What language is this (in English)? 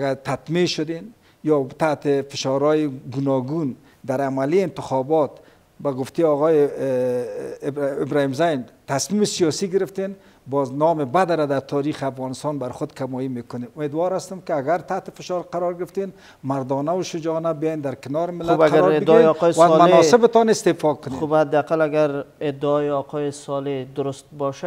Persian